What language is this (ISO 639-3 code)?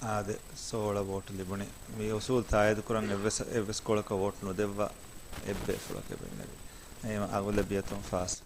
div